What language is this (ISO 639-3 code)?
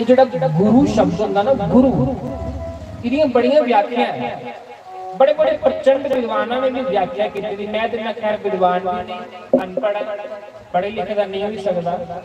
doi